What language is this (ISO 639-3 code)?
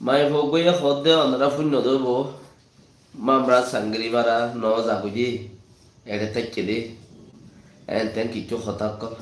rhg